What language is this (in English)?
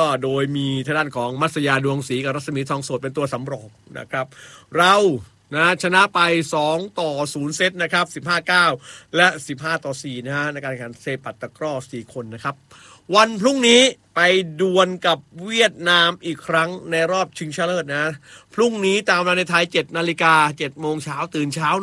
Thai